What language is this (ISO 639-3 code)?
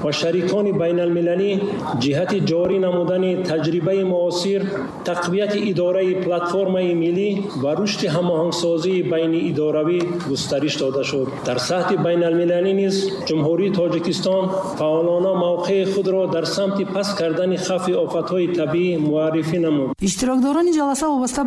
tgk